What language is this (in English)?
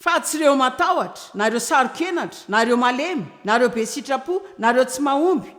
Malagasy